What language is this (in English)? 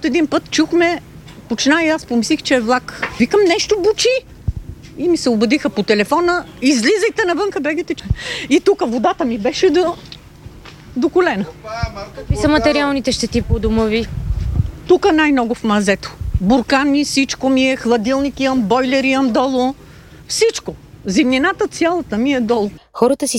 Bulgarian